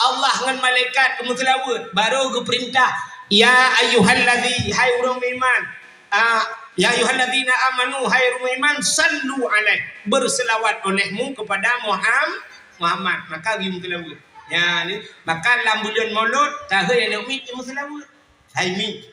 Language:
Achinese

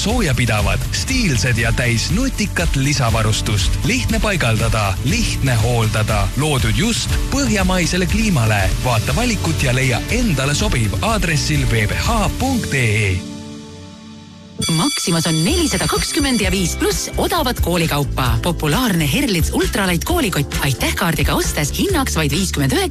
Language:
Estonian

